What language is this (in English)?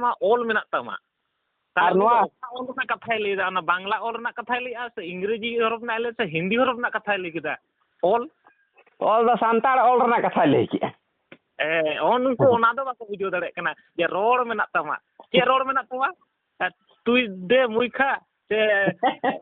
Santali